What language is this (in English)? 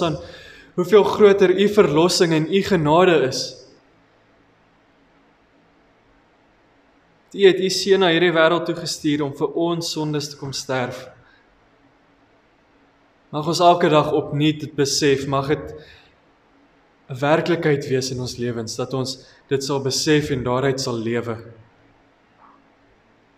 Afrikaans